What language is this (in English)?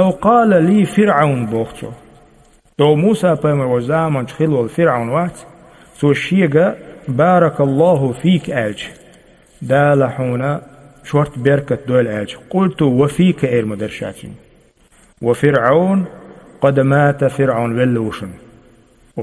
Chechen